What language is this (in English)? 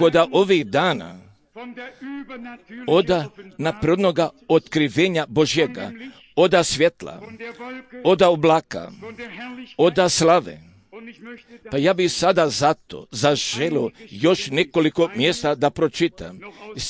Croatian